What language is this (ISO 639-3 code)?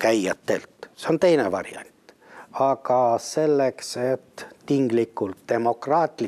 est